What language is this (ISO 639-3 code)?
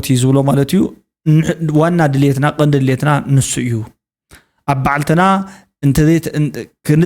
tir